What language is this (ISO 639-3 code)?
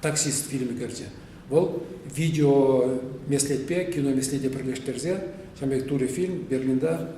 chv